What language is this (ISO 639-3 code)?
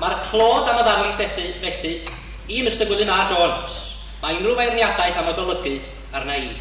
cym